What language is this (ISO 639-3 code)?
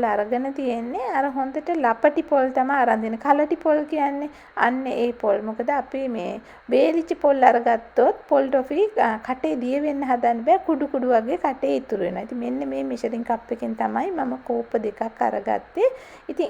sin